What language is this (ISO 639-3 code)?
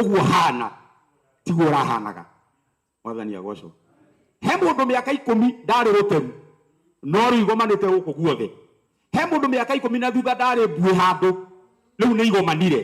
kik